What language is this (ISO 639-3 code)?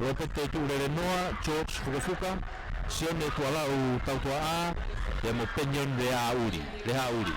ton